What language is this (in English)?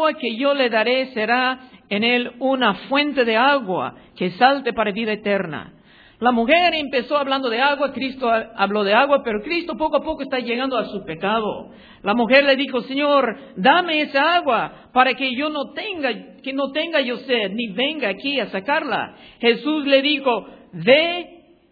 Spanish